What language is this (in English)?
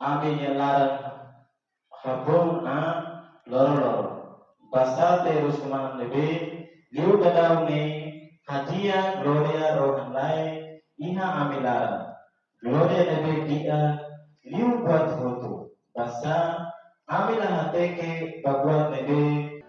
Tetum